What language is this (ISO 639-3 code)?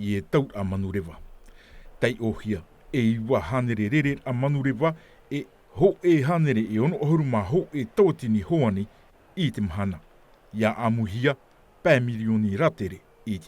tah